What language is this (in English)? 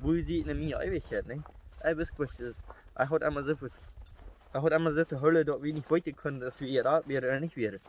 Plautdietsch